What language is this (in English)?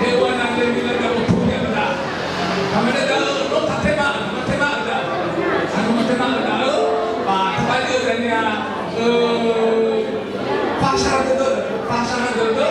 Nias